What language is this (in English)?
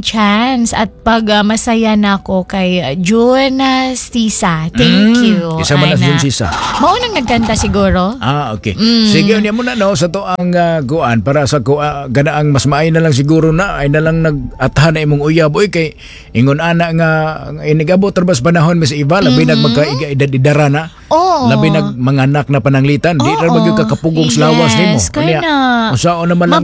Cebuano